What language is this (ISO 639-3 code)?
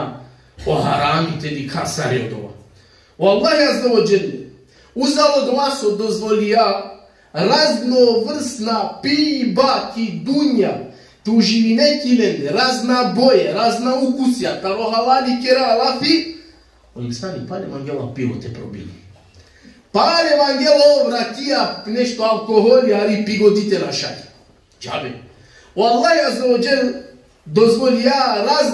rmn